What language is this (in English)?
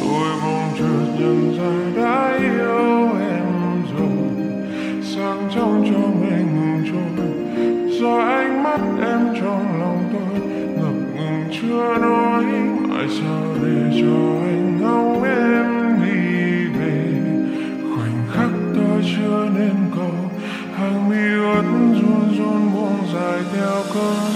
Vietnamese